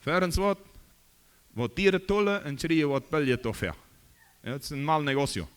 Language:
Plautdietsch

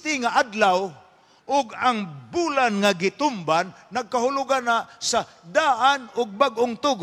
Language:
Cebuano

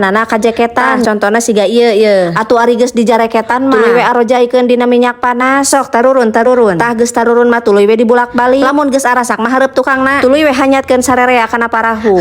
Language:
Sundanese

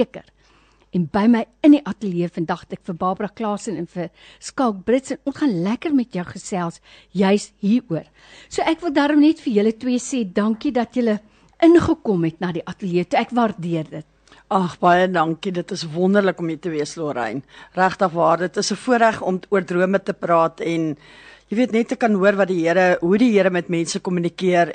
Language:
Afrikaans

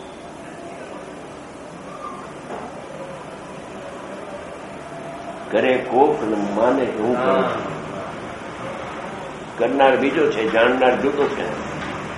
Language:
Gujarati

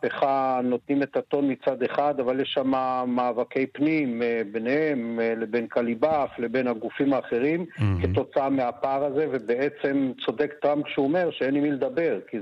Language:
Hebrew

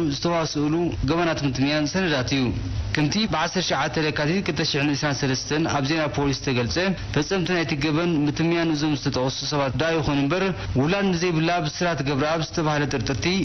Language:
Tigrinya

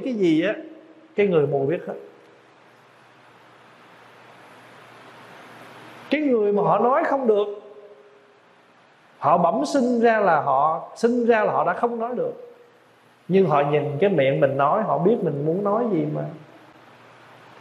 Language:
Vietnamese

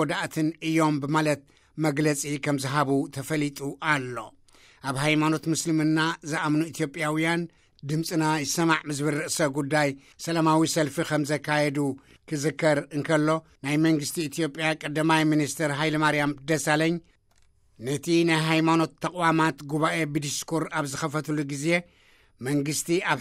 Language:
Tigrinya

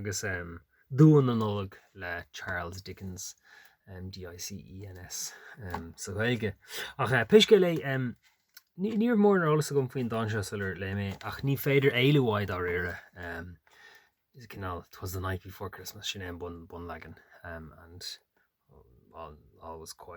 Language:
Irish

